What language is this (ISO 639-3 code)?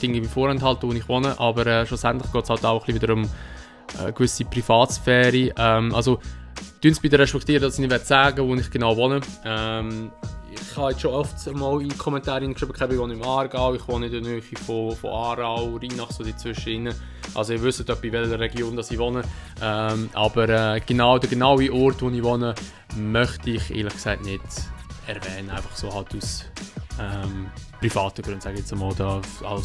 gsw